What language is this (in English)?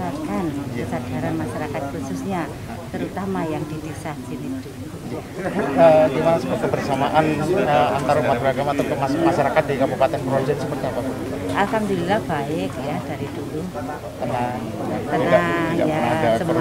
Indonesian